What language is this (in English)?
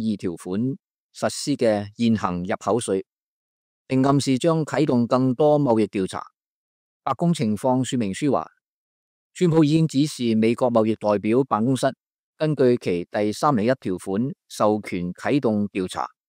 Cantonese